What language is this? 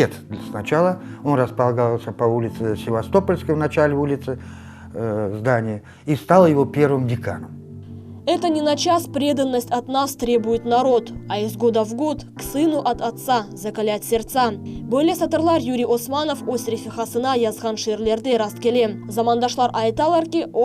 Crimean Tatar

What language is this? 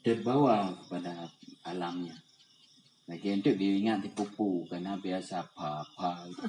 Achinese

